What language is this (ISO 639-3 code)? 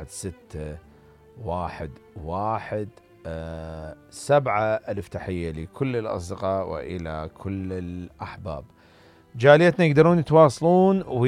acm